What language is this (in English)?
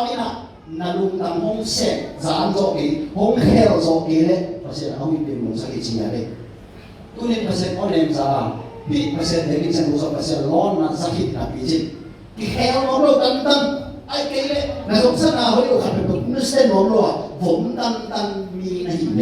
Tedim Chin